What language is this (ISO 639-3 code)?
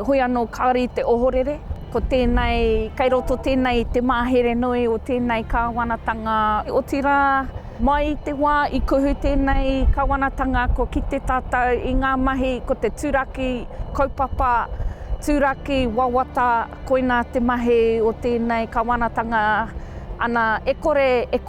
mri